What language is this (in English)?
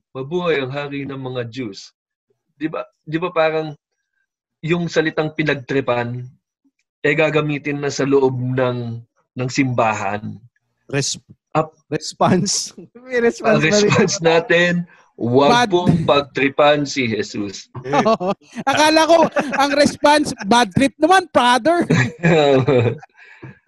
Filipino